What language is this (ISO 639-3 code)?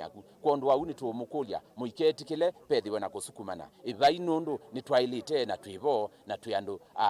kam